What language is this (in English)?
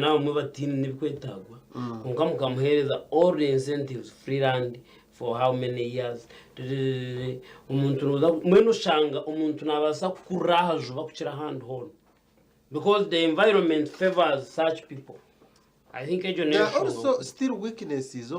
Nyankole